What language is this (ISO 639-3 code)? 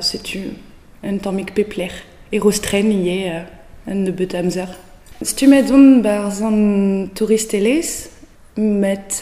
bre